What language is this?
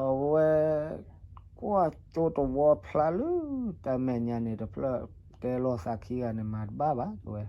S'gaw Karen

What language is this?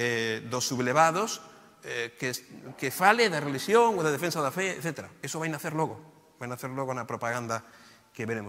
Galician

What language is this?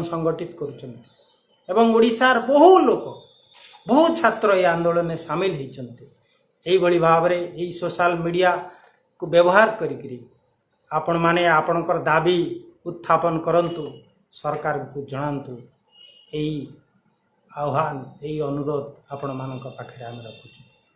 Odia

